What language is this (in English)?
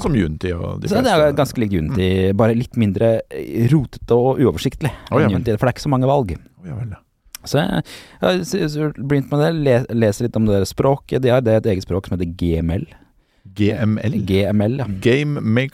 Norwegian